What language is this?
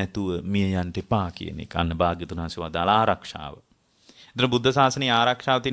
Sinhala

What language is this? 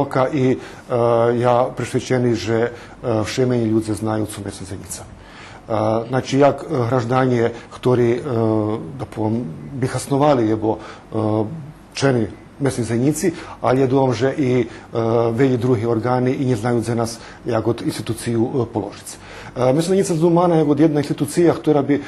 Rusyn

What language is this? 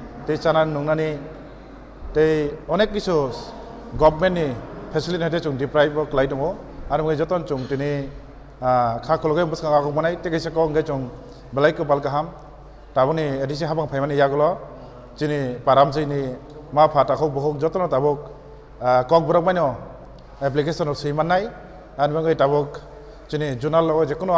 Kok Borok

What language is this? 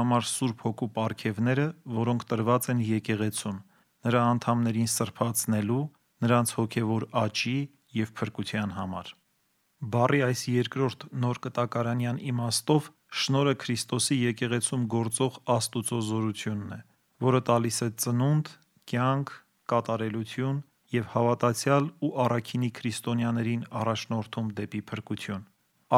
Armenian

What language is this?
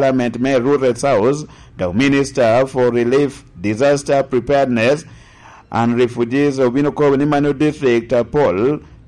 Lango (Uganda)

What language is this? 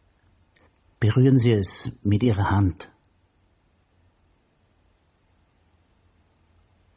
German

